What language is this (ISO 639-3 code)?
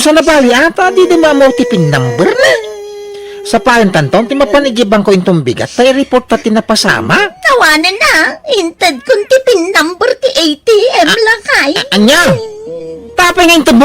ilo